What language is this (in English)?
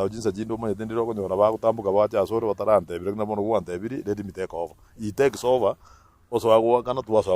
Gusii